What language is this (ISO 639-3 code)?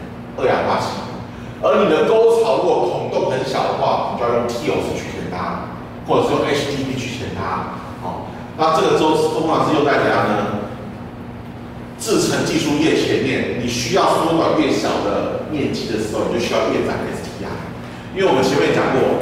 zho